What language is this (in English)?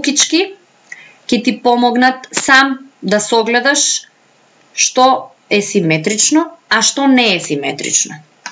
Macedonian